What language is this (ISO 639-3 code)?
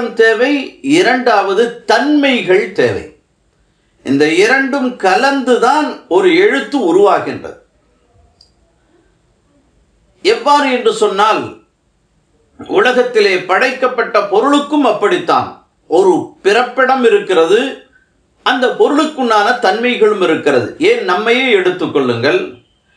tam